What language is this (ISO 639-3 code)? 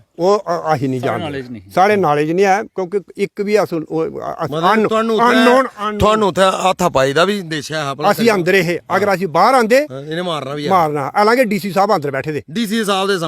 doi